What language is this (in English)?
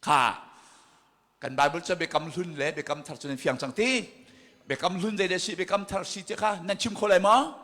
Hakha Chin